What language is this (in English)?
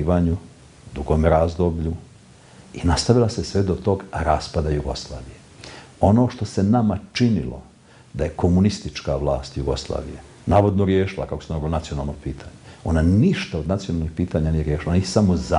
Bosnian